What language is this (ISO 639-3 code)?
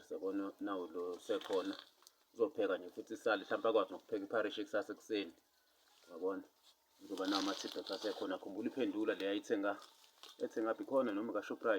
zul